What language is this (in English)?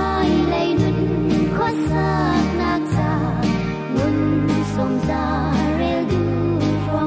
Hakha Chin